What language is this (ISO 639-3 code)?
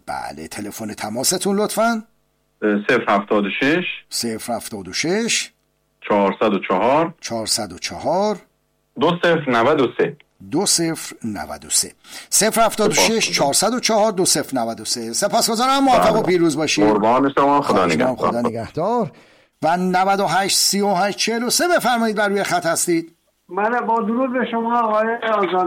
fas